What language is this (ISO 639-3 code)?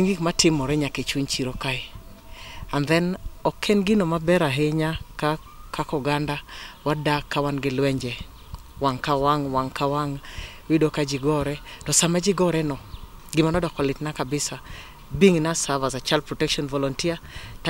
luo